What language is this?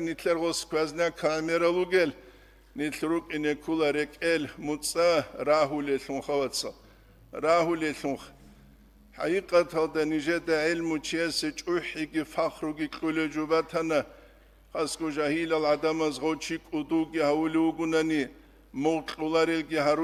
Avaric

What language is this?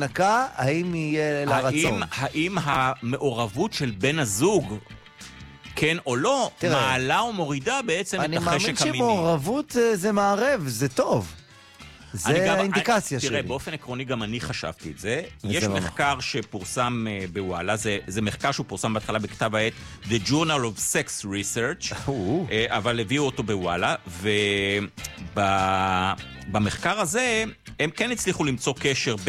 Hebrew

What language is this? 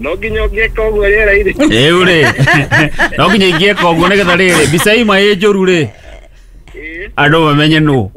Kikuyu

